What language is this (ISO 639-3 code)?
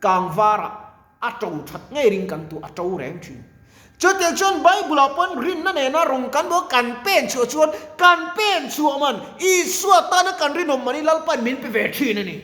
lus